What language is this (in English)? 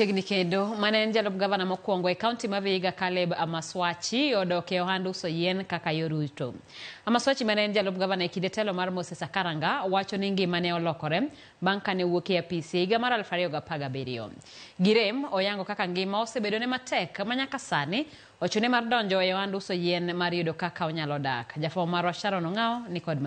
Luo (Kenya and Tanzania)